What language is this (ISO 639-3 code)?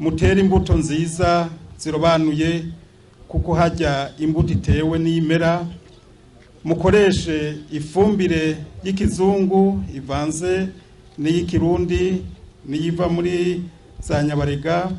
run